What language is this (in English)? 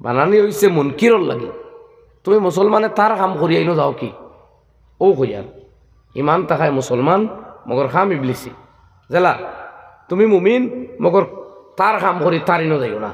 Sylheti